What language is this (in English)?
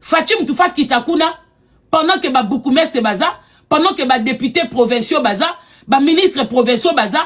Lingala